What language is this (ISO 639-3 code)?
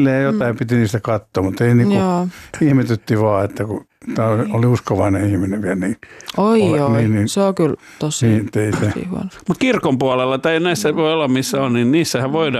fin